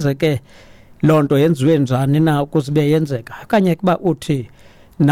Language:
Xhosa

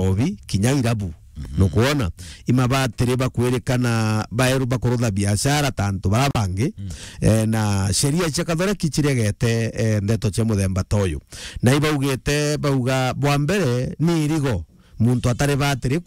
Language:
Meru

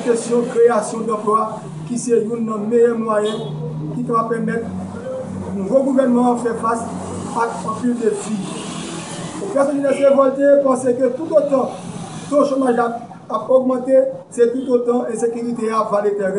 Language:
Haitian Creole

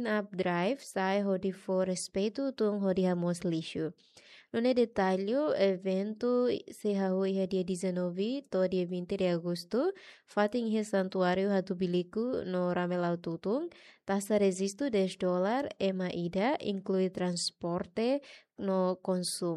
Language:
Tetum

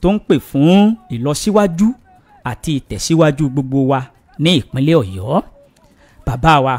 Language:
Yoruba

